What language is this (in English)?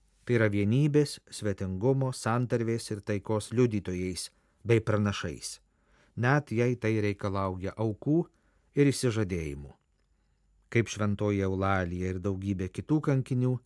Lithuanian